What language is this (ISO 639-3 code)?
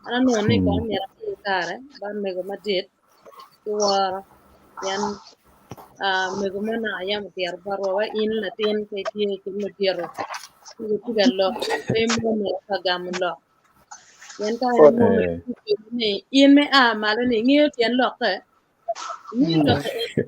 ach